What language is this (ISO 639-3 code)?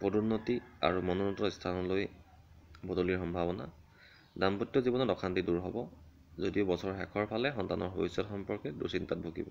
asm